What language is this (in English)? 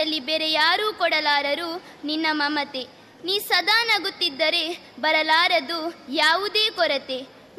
Kannada